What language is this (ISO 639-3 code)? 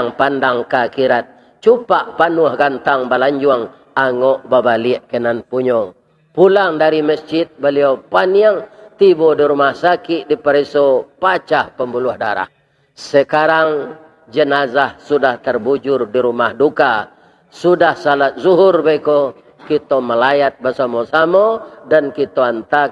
min